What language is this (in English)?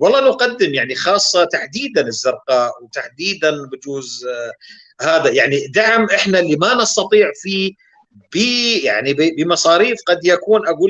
North Levantine Arabic